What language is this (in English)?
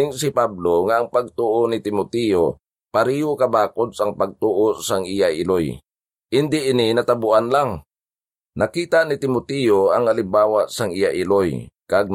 Hiligaynon